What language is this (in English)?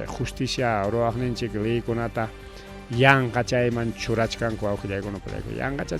Ayacucho Quechua